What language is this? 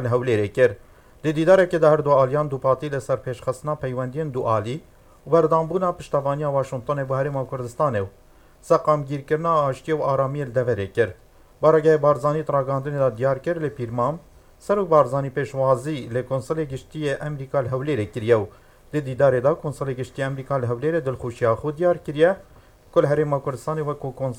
Kurdish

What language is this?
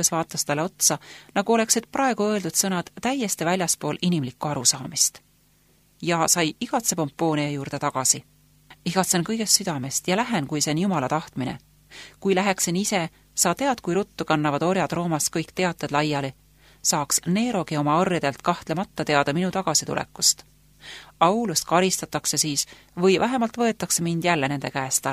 Estonian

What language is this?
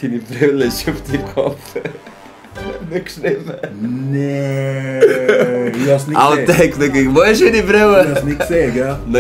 Swiss German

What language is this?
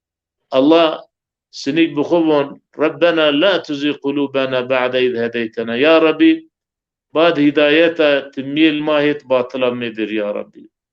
Zaza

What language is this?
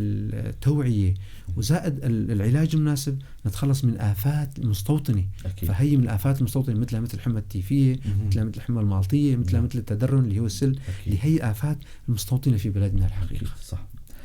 North Levantine Arabic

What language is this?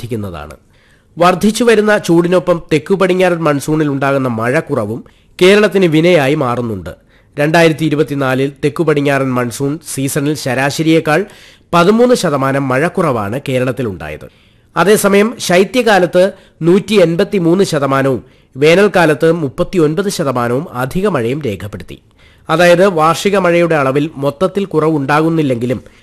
Malayalam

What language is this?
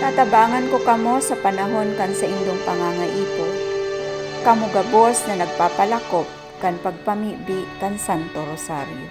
Bikol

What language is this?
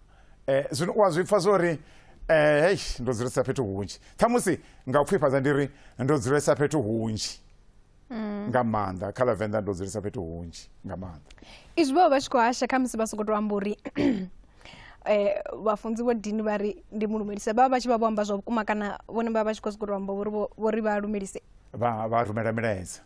Venda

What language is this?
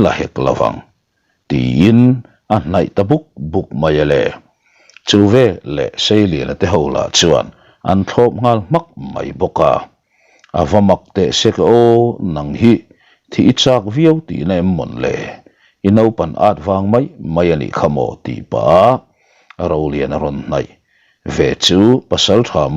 Mizo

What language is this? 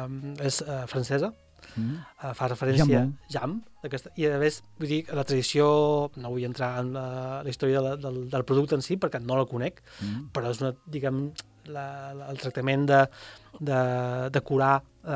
Catalan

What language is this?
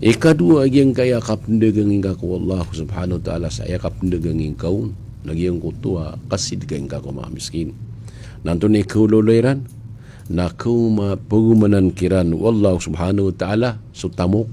Maranao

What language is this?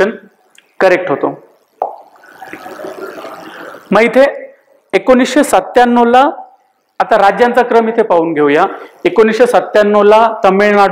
Marathi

